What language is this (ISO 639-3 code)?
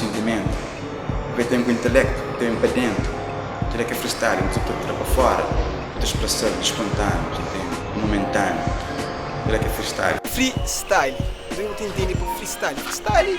kea